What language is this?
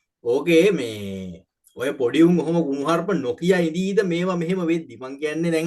Sinhala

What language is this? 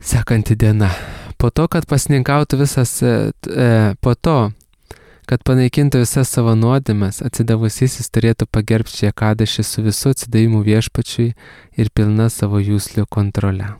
Lithuanian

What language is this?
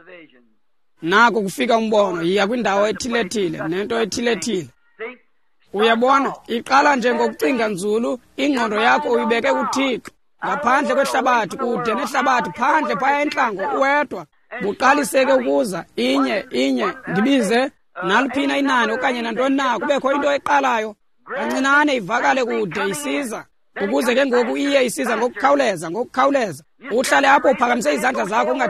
Xhosa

